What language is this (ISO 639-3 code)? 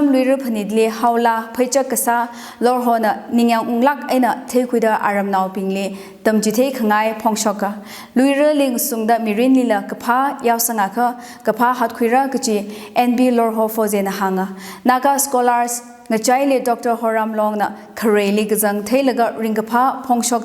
nmf